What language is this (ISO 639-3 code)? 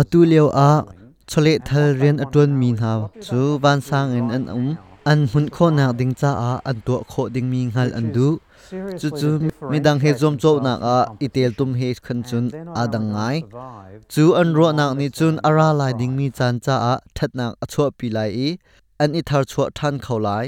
cnh